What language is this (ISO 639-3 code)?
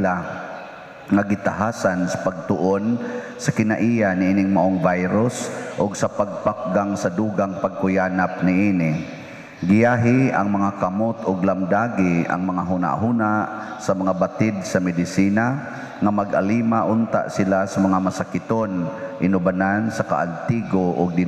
ceb